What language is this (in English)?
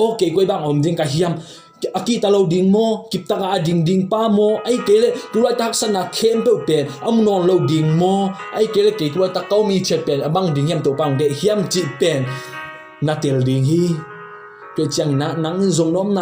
Tedim Chin